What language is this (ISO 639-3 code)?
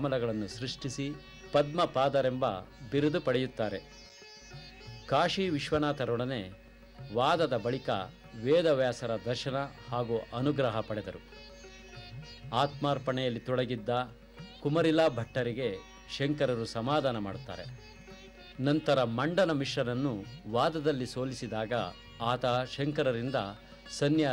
kan